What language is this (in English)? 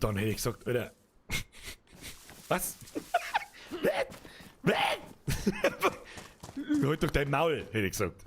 Bavarian